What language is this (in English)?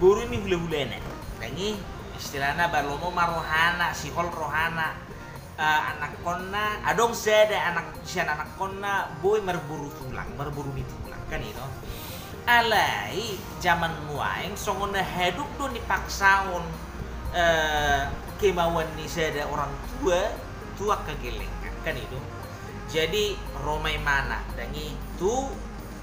Batak Toba